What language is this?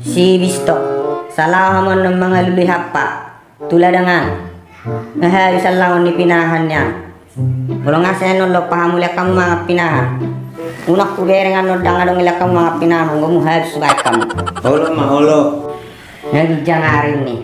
Batak Toba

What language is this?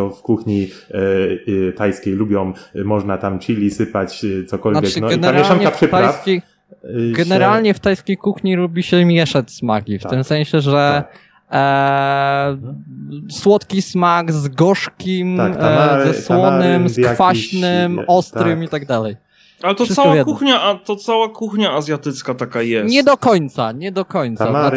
Polish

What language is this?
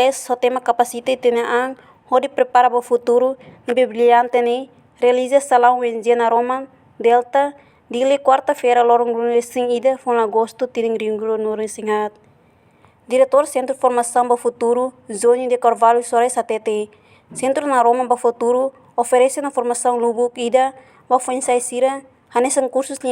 Tetum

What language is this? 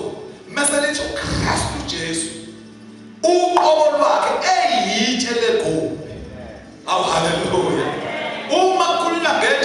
Zulu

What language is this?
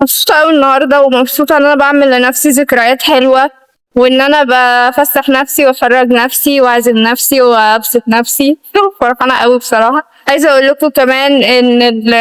Egyptian Arabic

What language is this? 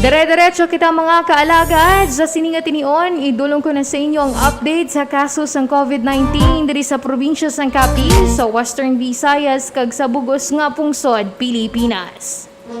Hiligaynon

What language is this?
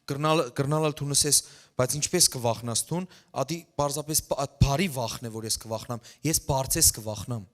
Western Armenian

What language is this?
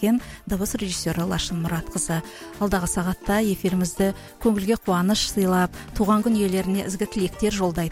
Kazakh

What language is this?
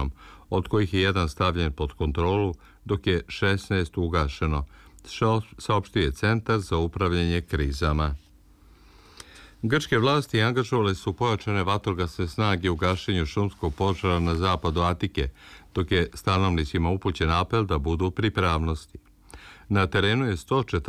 Serbian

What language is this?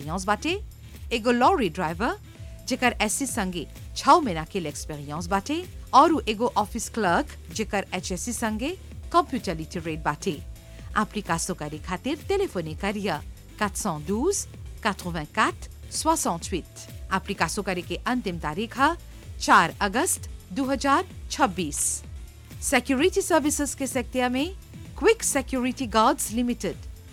Bhojpuri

